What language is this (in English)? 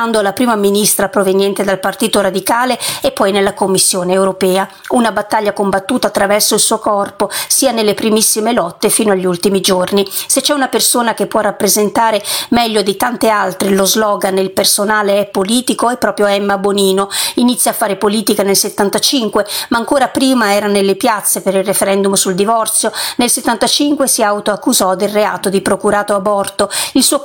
Italian